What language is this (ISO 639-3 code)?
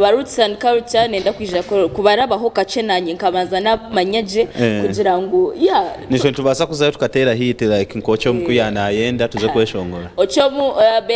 nyn